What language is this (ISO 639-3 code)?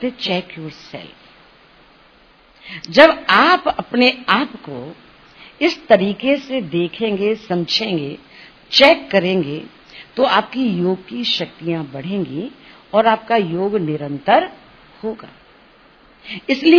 hin